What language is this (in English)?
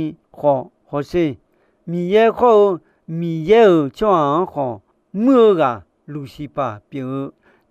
Akha